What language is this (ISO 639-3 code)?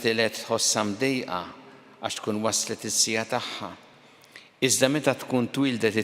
mlt